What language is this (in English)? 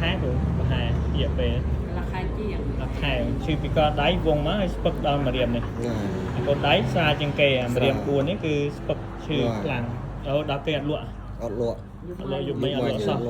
Khmer